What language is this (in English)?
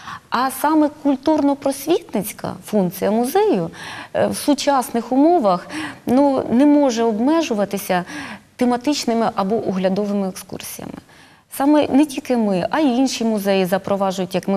Ukrainian